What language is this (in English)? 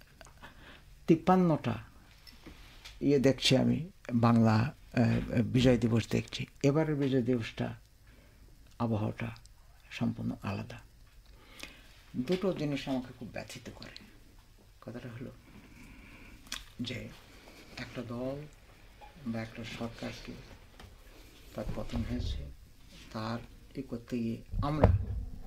Bangla